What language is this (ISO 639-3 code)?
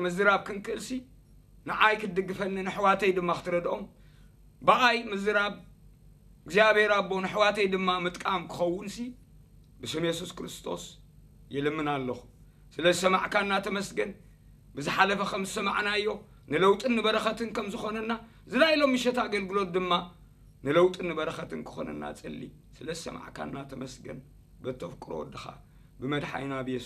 tir